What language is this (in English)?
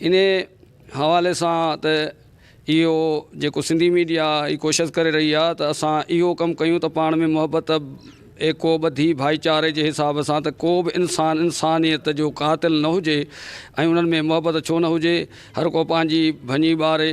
Sindhi